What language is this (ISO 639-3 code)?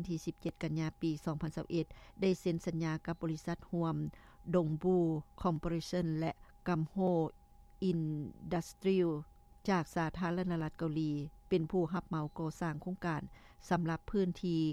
lao